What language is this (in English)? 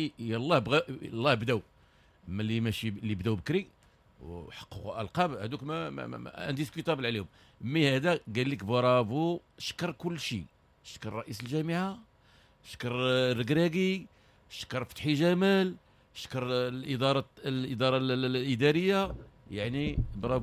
Moroccan Arabic